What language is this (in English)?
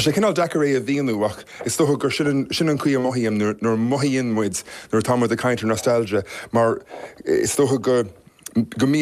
Irish